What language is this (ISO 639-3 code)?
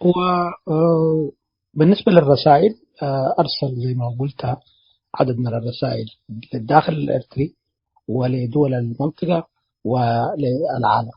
tig